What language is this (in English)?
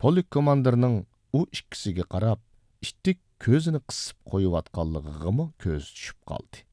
Uyghur